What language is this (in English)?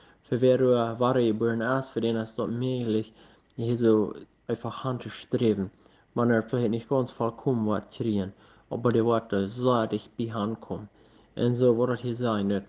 Plautdietsch